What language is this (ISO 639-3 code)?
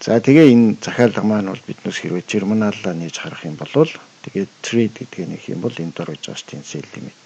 mon